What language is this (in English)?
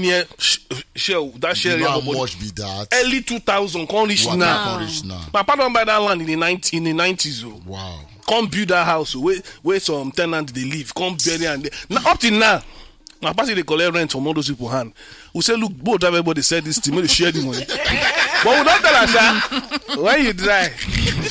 Nigerian Pidgin